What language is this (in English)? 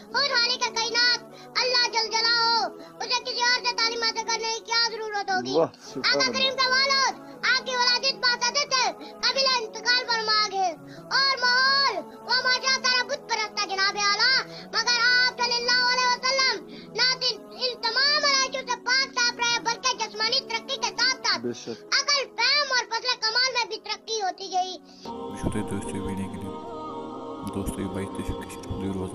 Kashmiri